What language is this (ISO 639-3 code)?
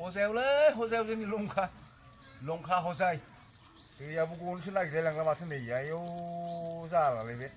brx